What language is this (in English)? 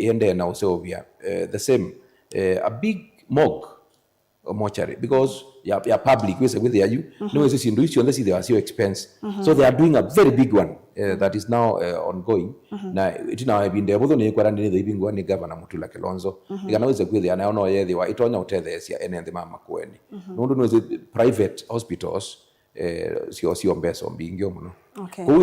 Kamba